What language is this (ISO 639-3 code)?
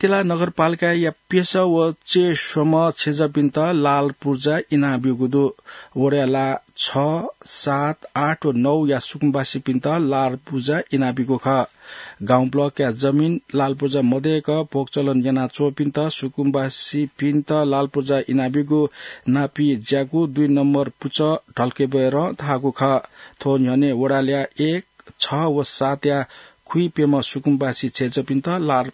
new